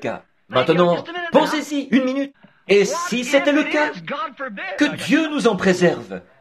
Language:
French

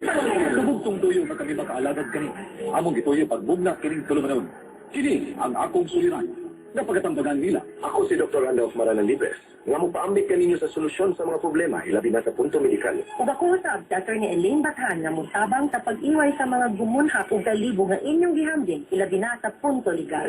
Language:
Cebuano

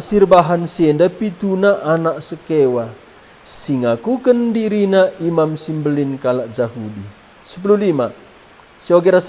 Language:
Batak Karo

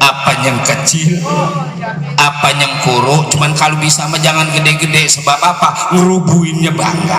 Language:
Betawi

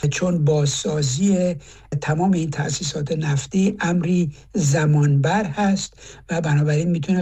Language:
Persian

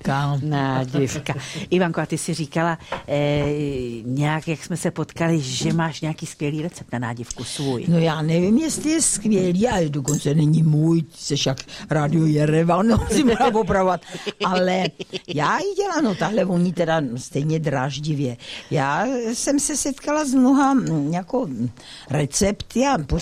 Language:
Czech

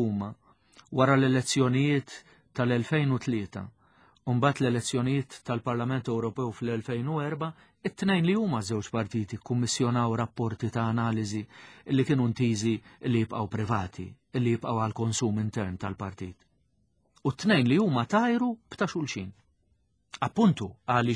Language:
Maltese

